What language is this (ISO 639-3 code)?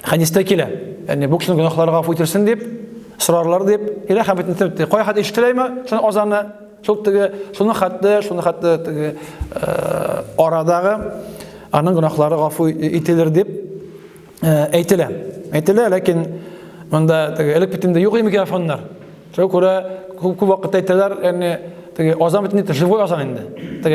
tat